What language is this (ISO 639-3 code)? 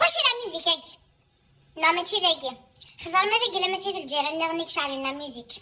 kab